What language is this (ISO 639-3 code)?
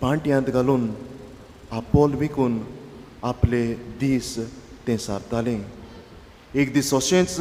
kok